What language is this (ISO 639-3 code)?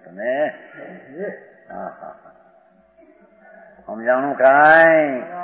guj